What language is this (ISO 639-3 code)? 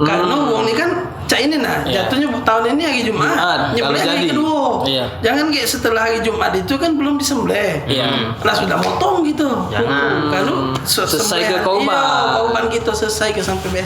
mui